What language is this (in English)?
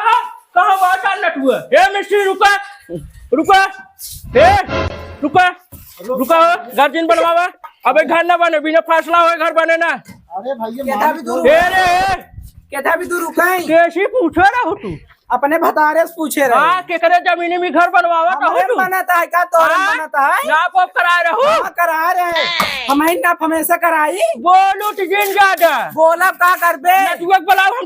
Awadhi